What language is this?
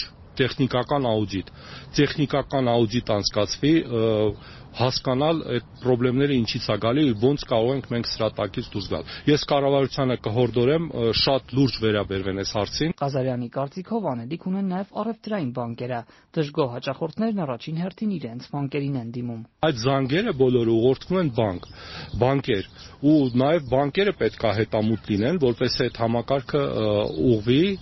Armenian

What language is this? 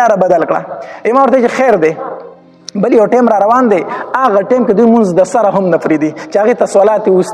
Pashto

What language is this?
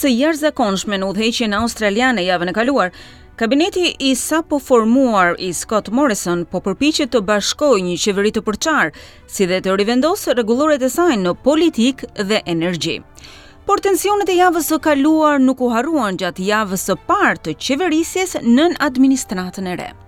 Albanian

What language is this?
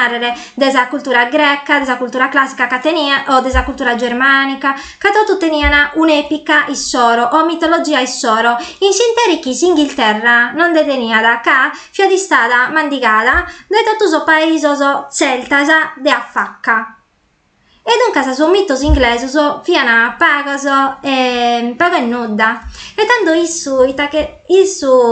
Sardinian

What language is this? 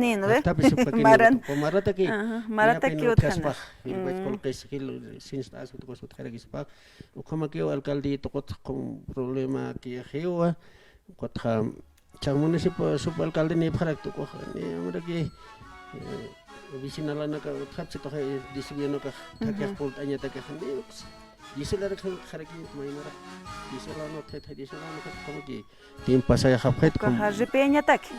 Aymara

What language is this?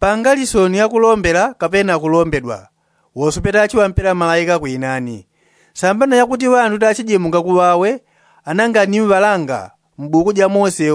Yao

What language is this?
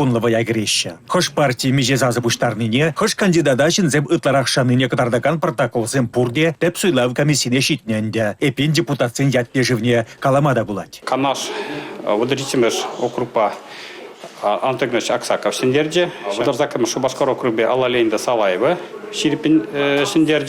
Chuvash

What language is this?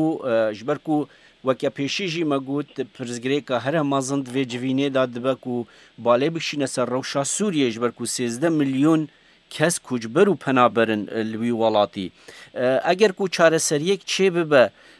Kurdish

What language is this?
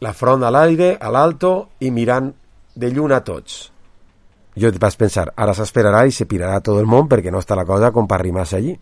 Catalan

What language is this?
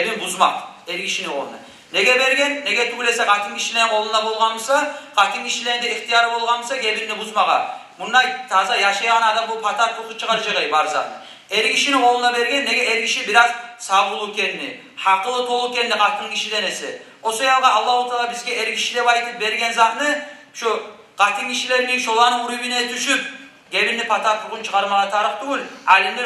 Kumyk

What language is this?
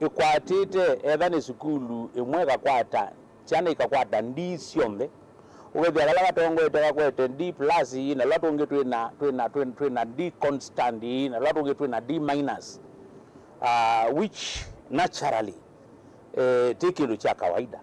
Kamba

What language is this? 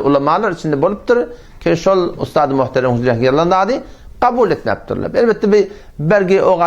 Turkmen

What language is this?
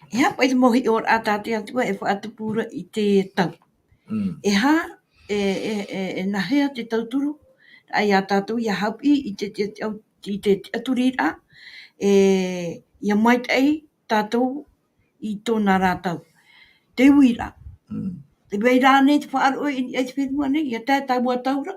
Tahitian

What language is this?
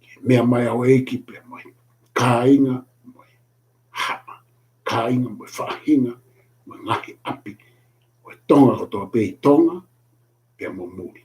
Tongan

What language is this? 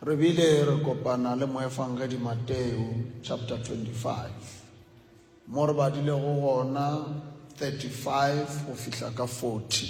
Northern Sotho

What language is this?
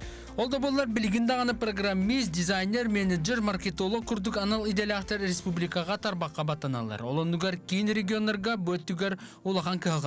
Yakut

